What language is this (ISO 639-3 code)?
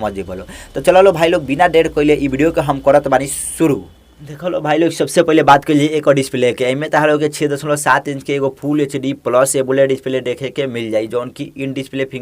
bho